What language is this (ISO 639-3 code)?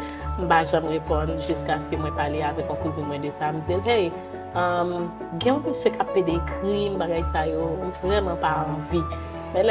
hat